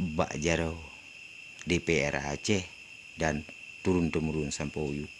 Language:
Achinese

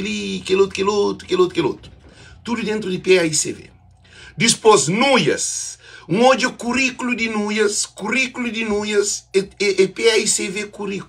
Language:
Kabuverdianu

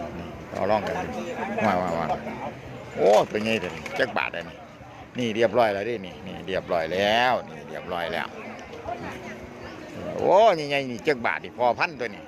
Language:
Lao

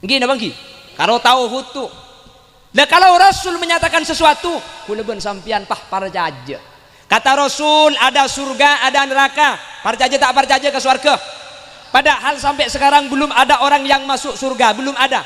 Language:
Madurese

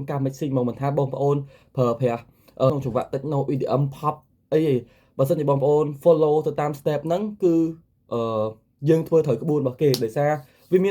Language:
Khmer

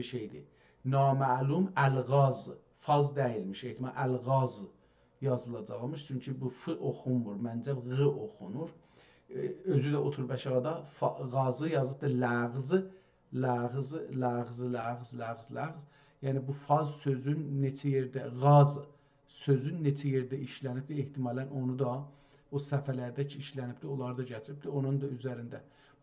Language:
South Azerbaijani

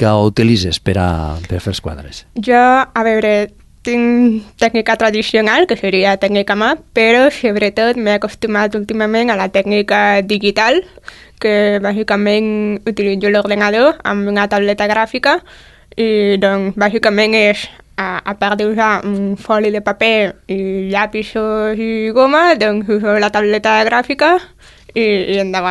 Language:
Catalan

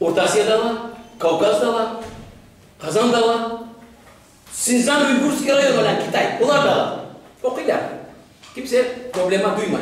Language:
Crimean Tatar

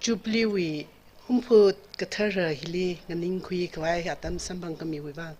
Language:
Tangkhul Naga (India)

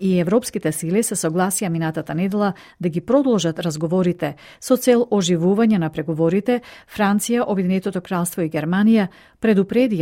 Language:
Macedonian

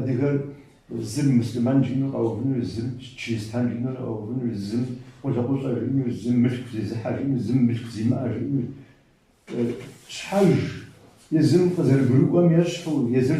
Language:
Kabardian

